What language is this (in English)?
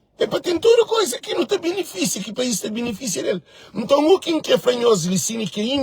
Kabuverdianu